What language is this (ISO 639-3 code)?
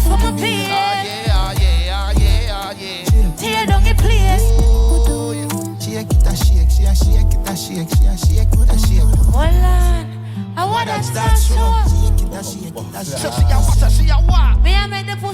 jam